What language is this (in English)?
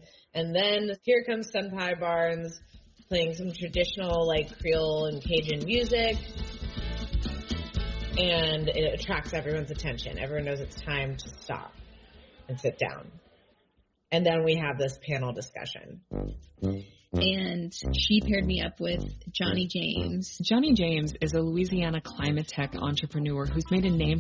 English